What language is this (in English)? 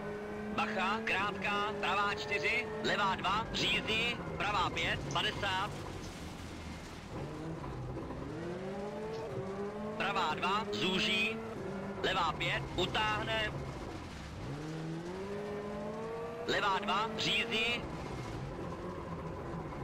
Czech